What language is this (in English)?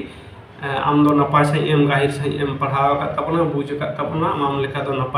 Santali